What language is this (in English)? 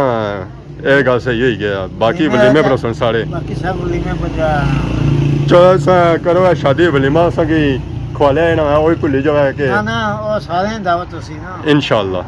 Pahari-Potwari